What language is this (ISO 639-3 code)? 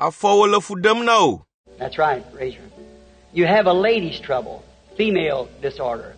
ewe